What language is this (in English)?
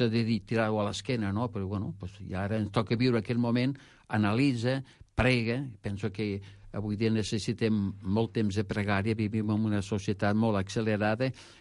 Catalan